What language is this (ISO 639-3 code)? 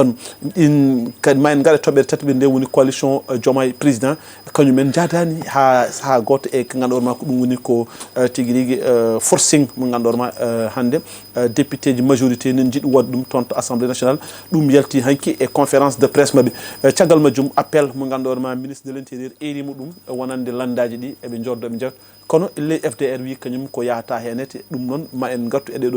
ful